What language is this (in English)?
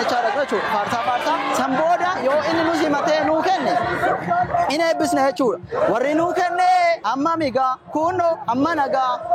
Oromo